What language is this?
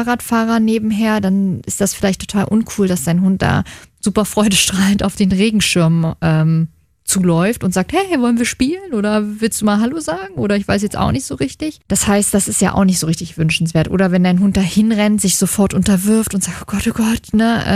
German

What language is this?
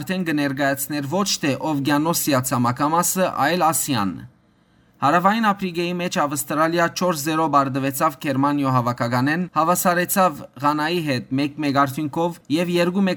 Western Armenian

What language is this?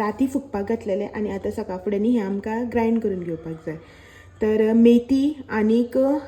Konkani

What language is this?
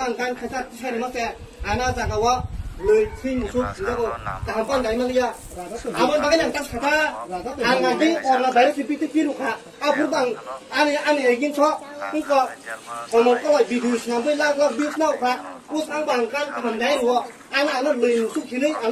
Kok Borok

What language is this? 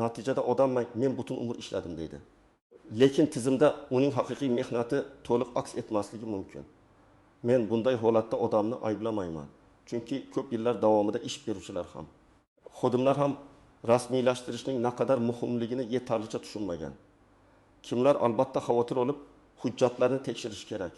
Uzbek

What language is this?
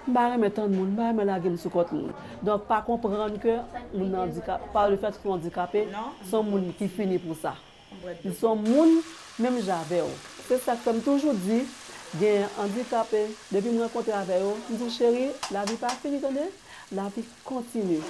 Haitian Creole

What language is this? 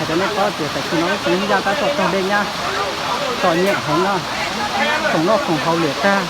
Hmong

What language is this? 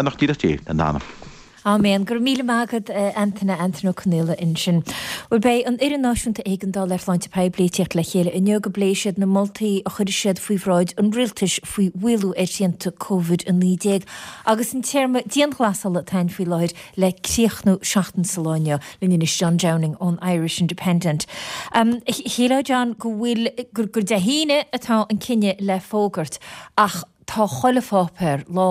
Irish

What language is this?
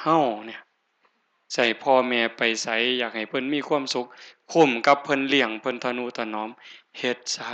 Northeastern Thai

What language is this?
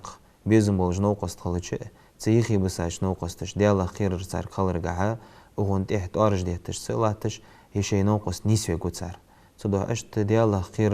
Ingush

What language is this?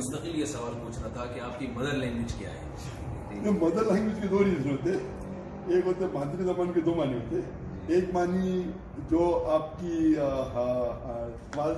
Urdu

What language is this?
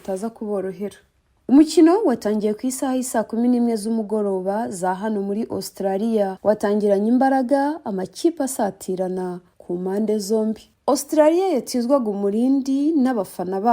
Kinyarwanda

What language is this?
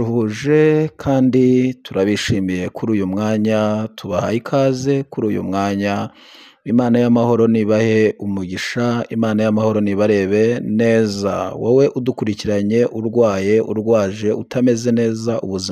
Kinyarwanda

